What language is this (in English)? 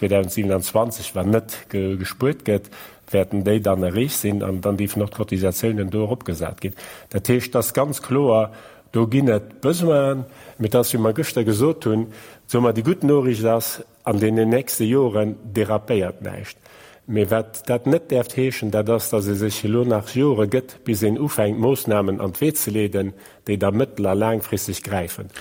Luxembourgish